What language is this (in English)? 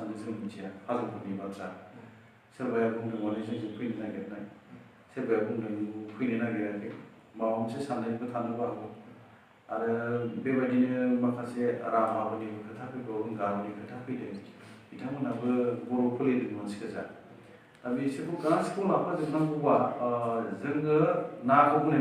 Bodo